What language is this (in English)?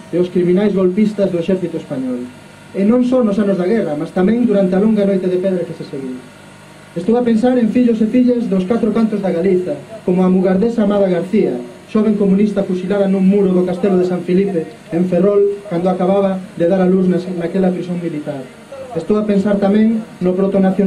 Galician